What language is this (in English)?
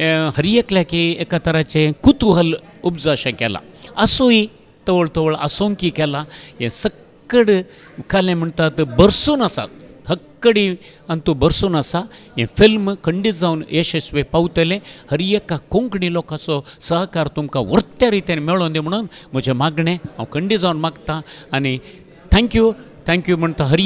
Konkani